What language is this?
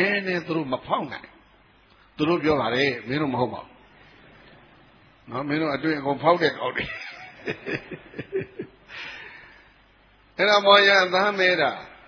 Burmese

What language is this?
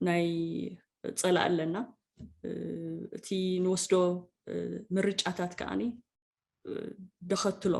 Tigrinya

